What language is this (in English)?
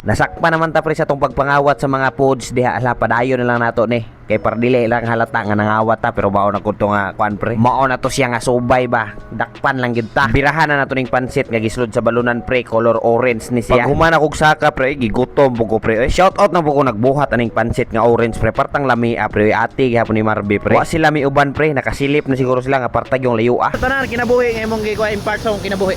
Cebuano